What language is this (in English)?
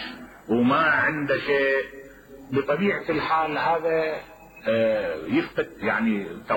Mesopotamian Arabic